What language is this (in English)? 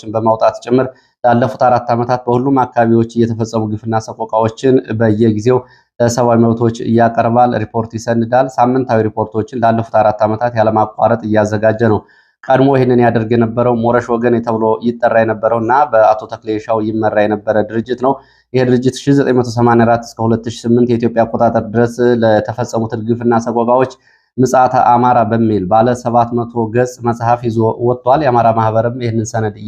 Amharic